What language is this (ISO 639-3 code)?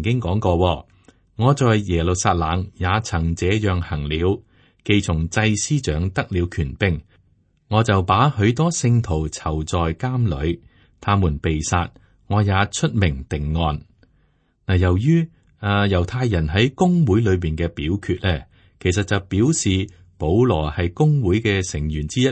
yue